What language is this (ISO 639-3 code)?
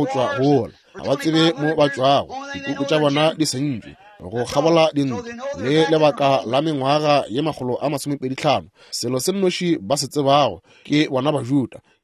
nso